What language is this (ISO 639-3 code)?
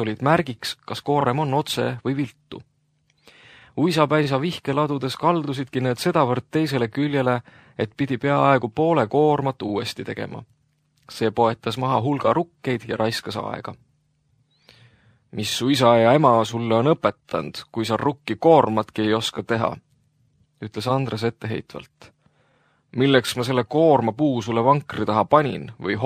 est